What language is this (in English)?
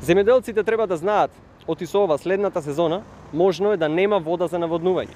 Macedonian